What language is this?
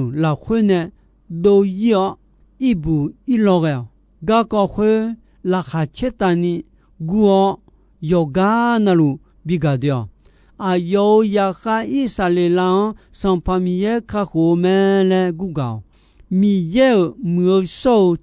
Akha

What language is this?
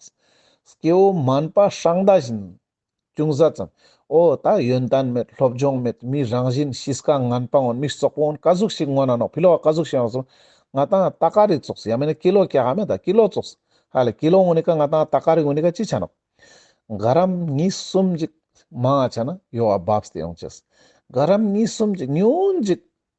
Ladakhi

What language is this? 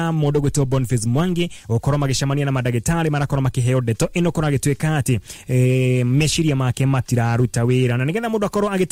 Kikuyu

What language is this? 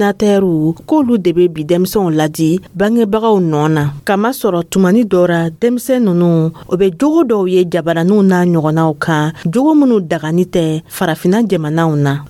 Dyula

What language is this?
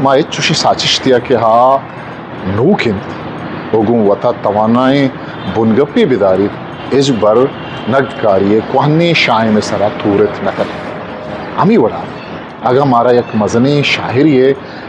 Eastern Balochi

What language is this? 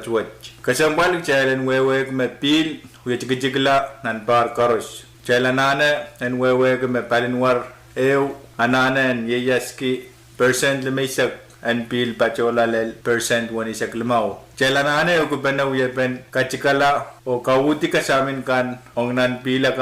Pohnpeian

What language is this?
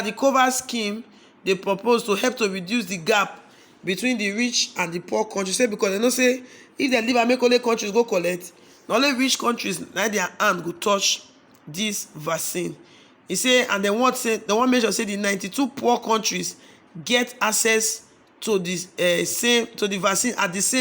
Nigerian Pidgin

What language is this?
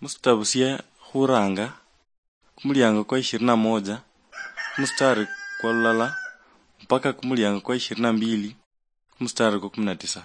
Luyia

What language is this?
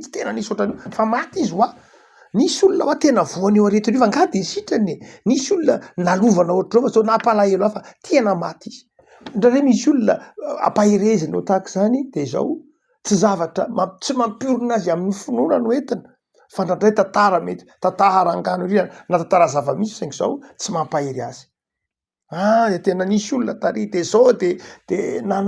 Malagasy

